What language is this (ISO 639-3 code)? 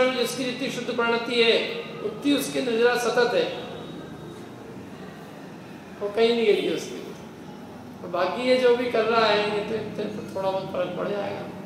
hin